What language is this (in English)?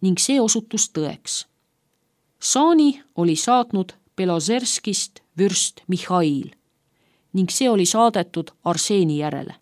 Estonian